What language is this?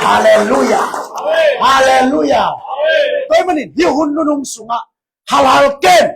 Tedim Chin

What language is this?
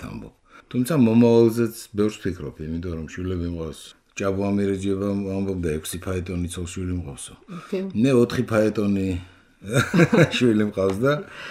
Georgian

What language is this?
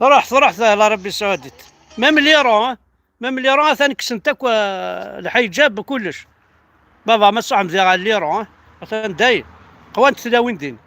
Kabyle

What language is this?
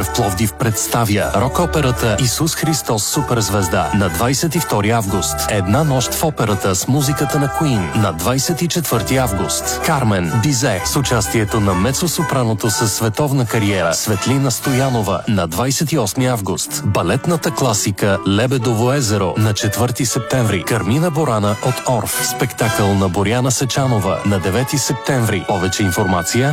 Bulgarian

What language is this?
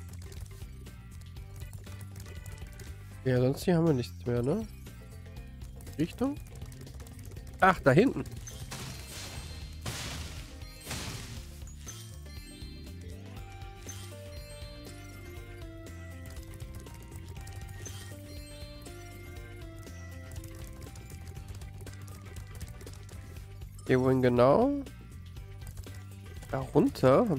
German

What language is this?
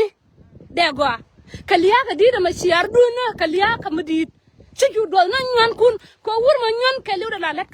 Nuer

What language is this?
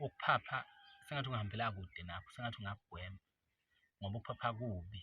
Zulu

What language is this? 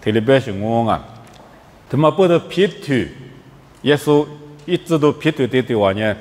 Lisu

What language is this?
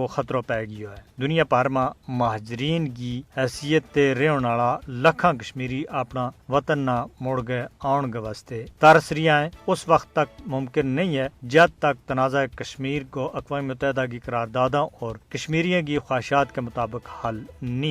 Gujari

